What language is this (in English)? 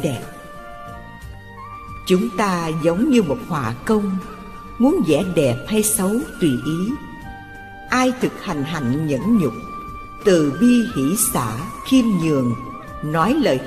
Vietnamese